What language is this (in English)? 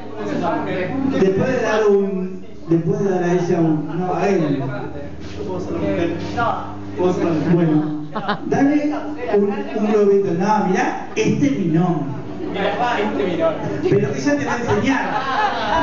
Spanish